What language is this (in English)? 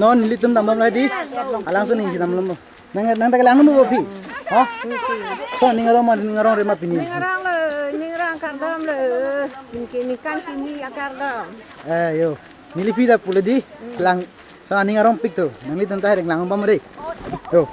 Karbi